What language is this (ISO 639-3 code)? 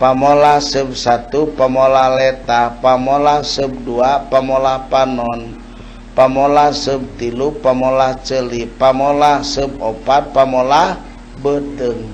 sun